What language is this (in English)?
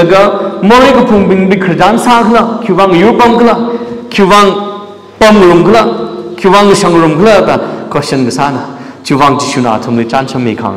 Tangkhul Naga (India)